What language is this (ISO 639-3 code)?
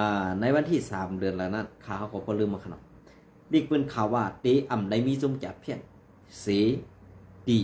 shn